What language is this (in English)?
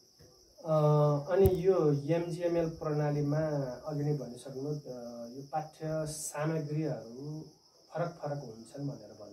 Nepali